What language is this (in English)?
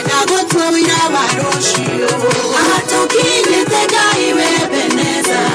Kikuyu